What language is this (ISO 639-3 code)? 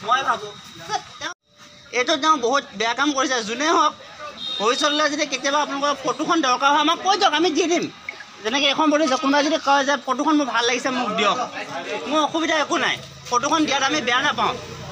asm